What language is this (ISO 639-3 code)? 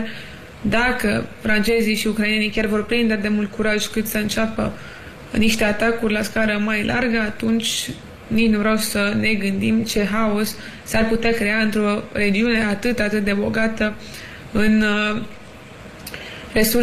ron